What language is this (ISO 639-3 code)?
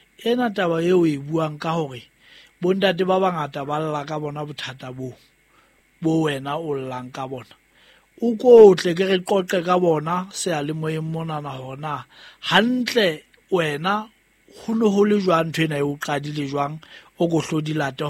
sot